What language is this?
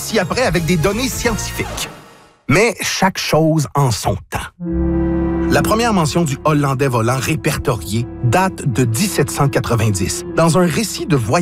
French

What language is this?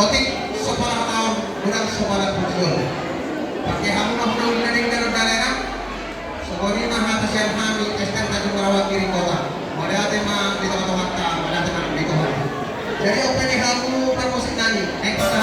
Batak Toba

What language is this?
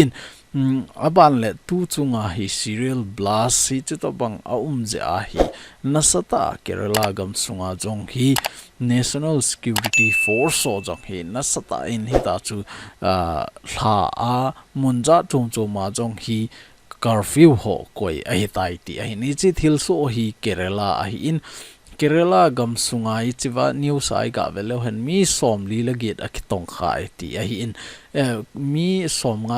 Thado Chin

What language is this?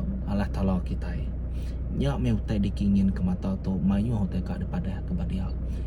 Iban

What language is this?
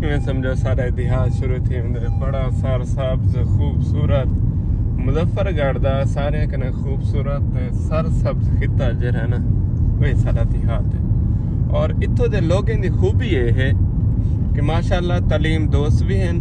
Saraiki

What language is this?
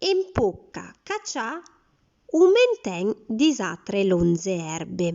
Arpitan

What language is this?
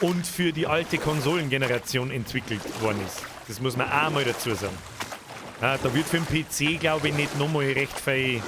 Bavarian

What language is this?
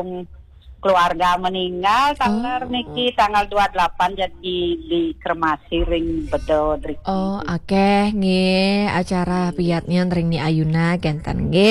Balinese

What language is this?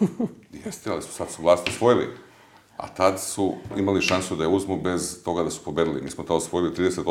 Serbian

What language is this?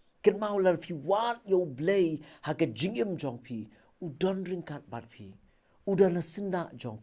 Khasi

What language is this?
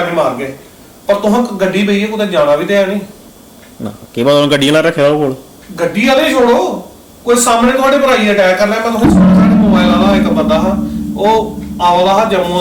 Dogri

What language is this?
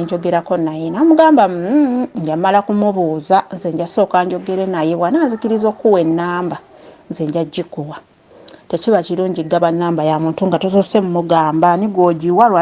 Ganda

